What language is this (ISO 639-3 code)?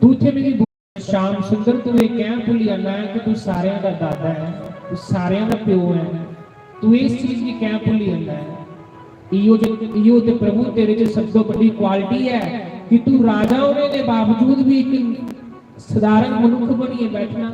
doi